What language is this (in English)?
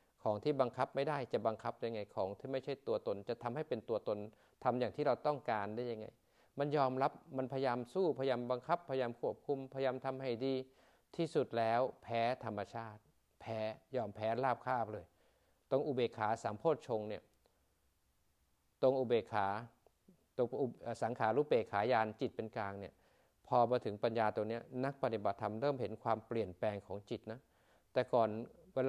Thai